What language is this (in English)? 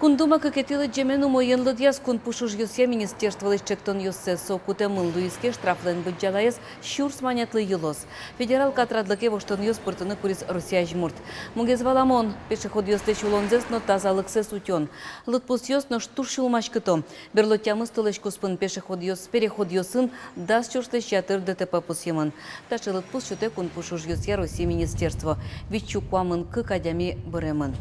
Udmurt